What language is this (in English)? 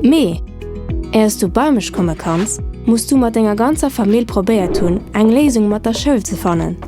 Luxembourgish